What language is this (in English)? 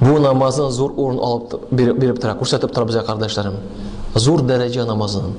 Tatar